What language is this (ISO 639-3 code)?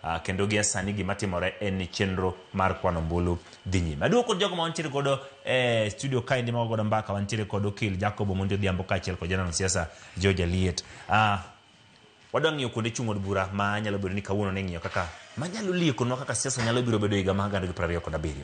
luo